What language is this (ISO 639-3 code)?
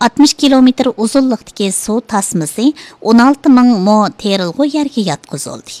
uig